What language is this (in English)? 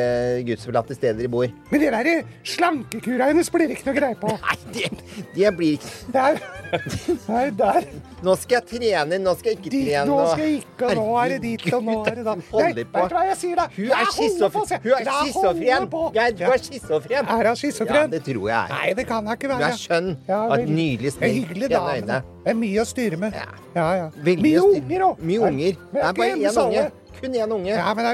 Norwegian